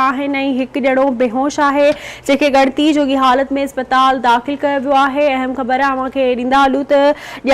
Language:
Sindhi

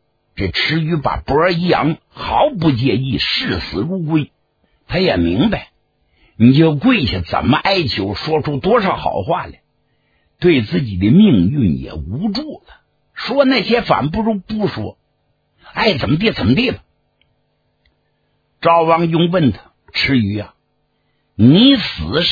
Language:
Chinese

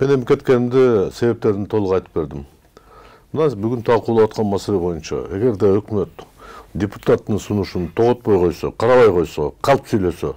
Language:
Kyrgyz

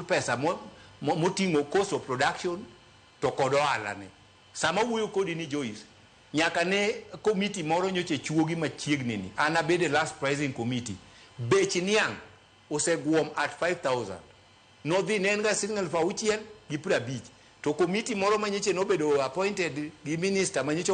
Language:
Luo (Kenya and Tanzania)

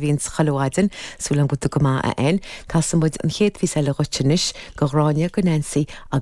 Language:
Irish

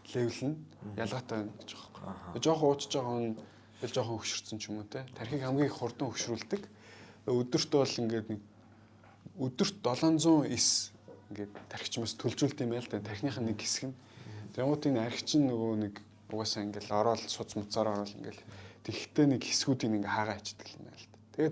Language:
Mongolian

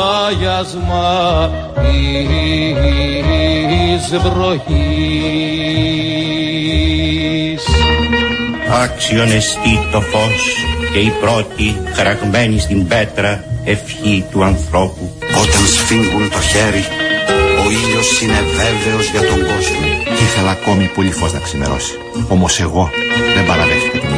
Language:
Greek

